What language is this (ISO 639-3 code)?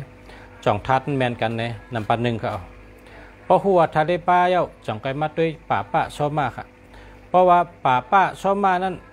shn